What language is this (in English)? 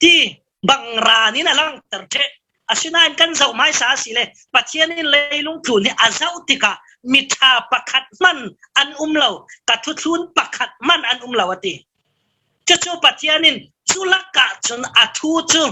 Falam Chin